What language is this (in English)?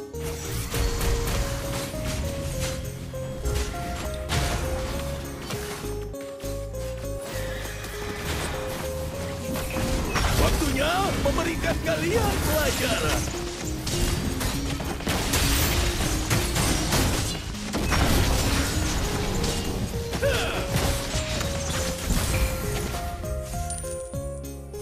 Indonesian